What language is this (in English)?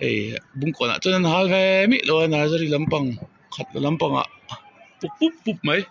Mizo